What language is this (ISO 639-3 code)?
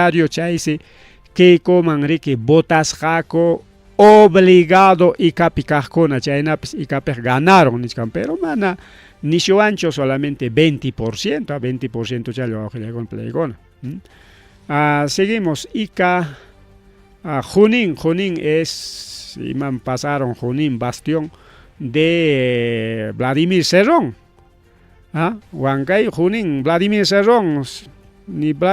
quy